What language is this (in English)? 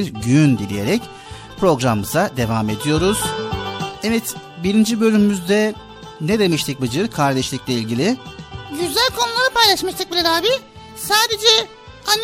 Turkish